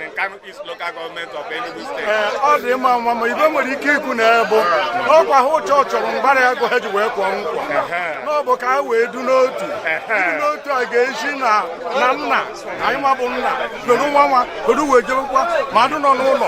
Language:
Igbo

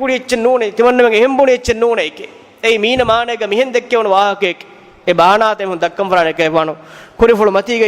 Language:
Divehi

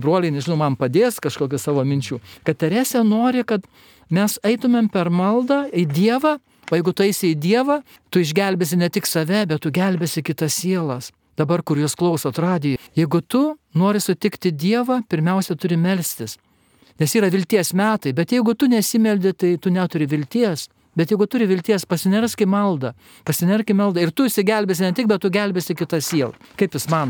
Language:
Lithuanian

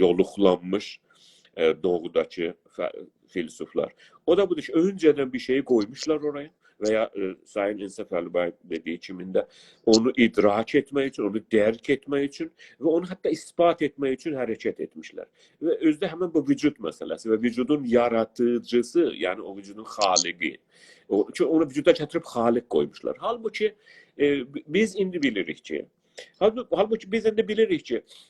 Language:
South Azerbaijani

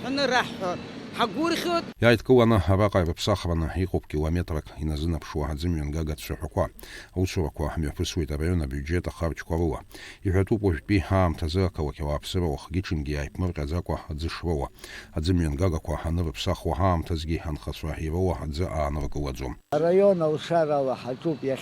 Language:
Abkhazian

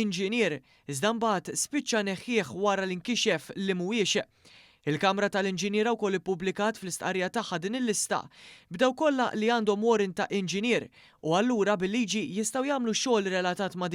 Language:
Maltese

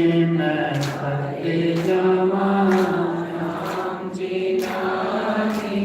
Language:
Dogri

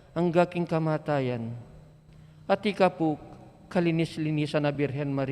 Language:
Pampanga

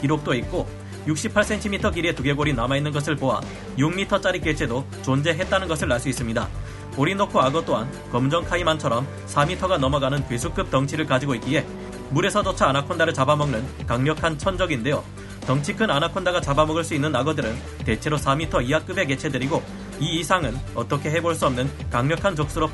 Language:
Korean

